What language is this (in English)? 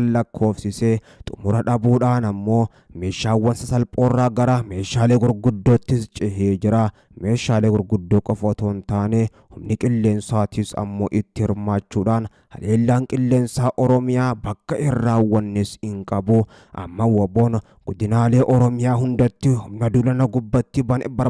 Oromo